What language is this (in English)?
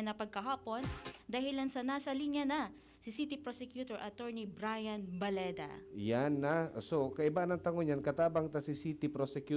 Bikol